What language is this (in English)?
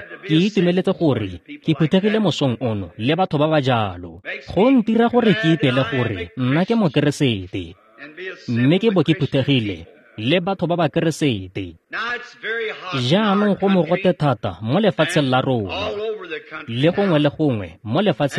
Tswana